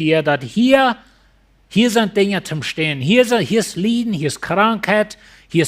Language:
Plautdietsch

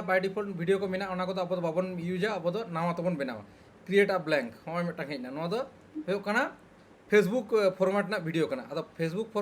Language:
Santali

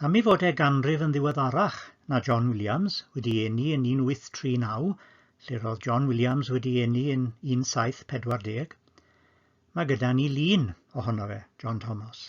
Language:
Welsh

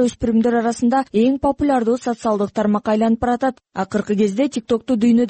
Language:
Kyrgyz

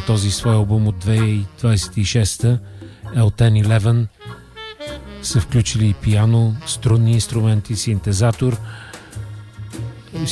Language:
Bulgarian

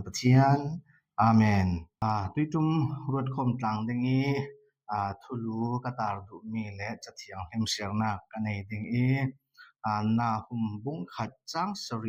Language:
Falam Chin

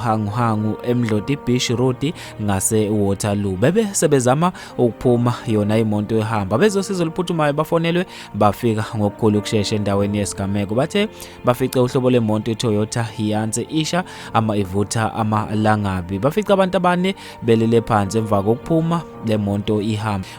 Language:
Zulu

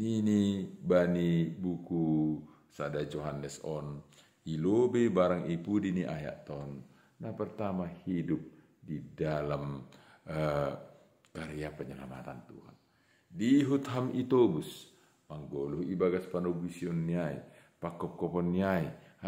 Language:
Batak Simalungun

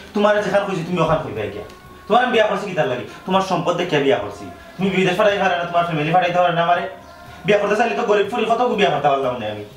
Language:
Sylheti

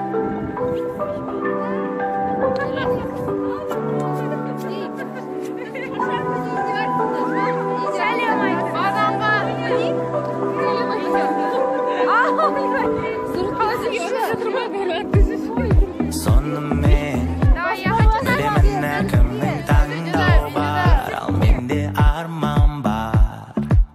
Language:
Kazakh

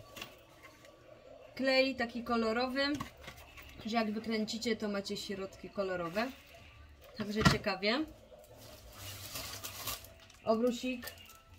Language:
Polish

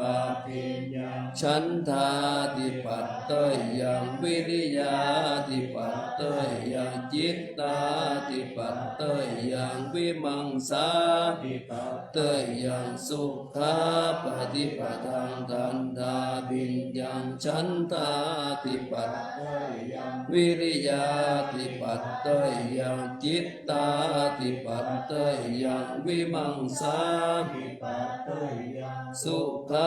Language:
Pali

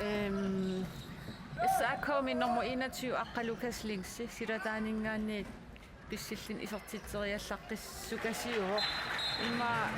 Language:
Kalaallisut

